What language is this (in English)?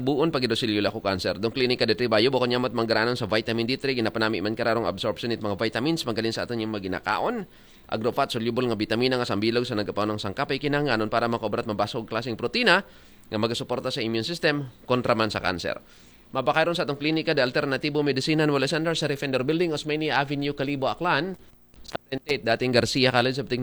Aklanon